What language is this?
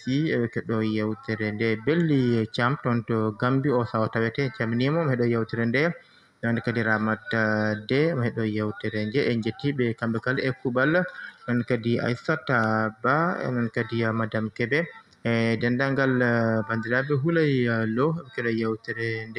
Fula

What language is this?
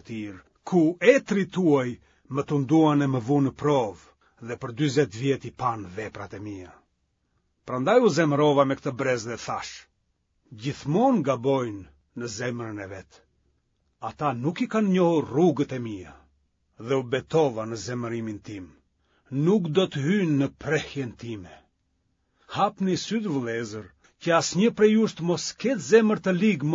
Albanian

